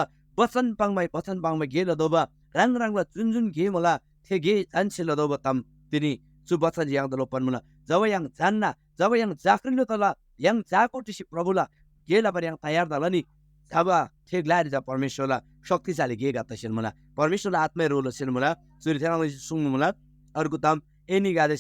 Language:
Eastern Tamang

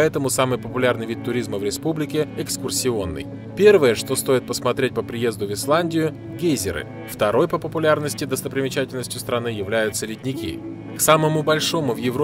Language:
Russian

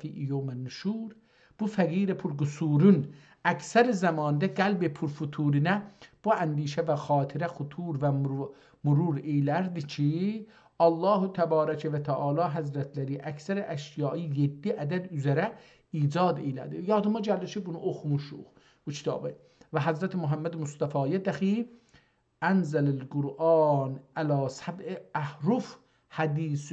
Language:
South Azerbaijani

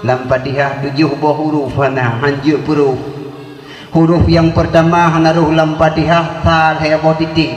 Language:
Achinese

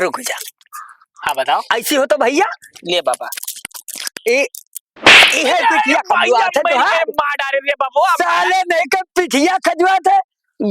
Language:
Awadhi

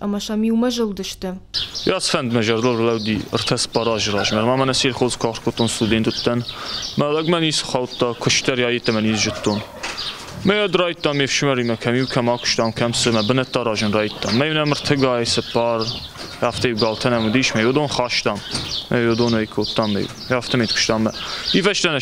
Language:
Ossetic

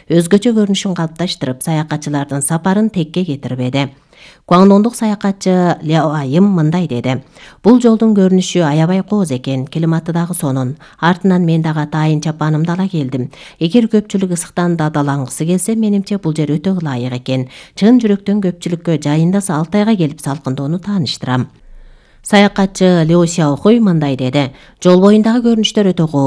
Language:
Kyrgyz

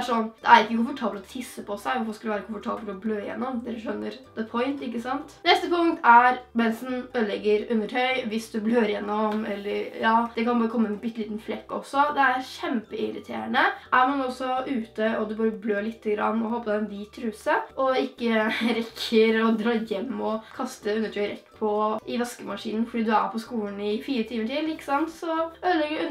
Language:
Norwegian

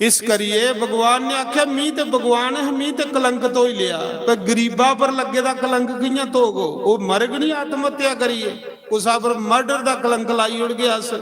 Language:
Dogri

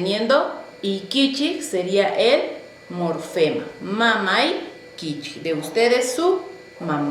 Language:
South Bolivian Quechua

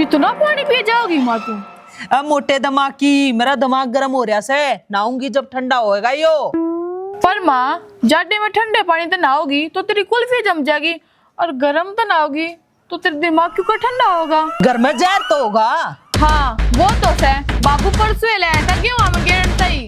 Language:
Haryanvi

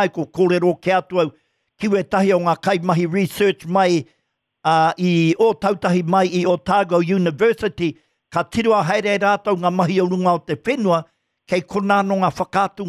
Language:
Māori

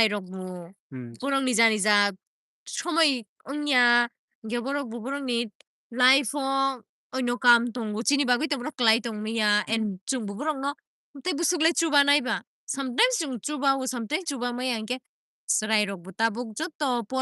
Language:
Kok Borok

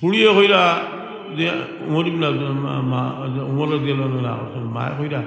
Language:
Sylheti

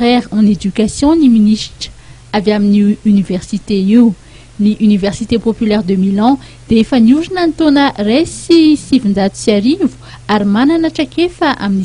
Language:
Malagasy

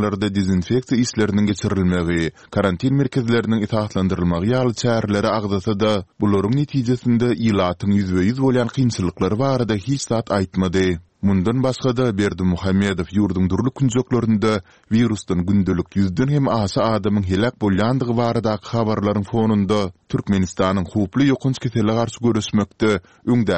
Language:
Turkmen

